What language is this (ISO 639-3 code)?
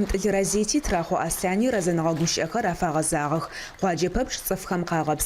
ady